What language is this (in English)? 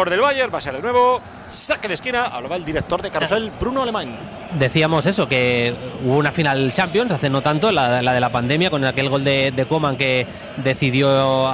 Spanish